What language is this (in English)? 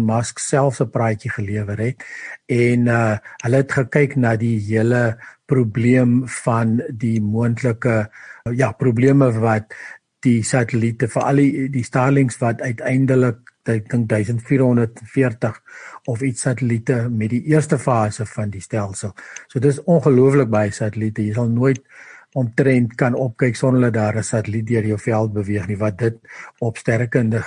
Afrikaans